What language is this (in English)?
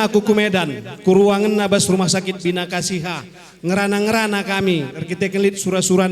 Batak Karo